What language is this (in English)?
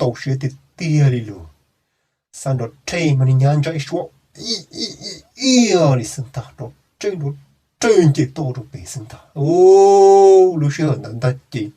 Hmong